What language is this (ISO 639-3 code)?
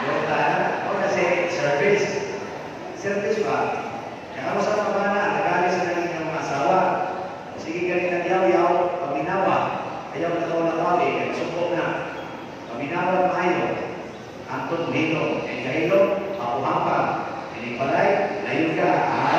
ceb